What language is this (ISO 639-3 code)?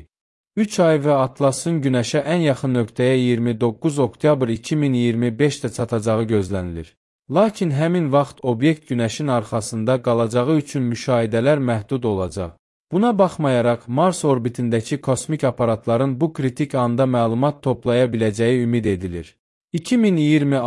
aze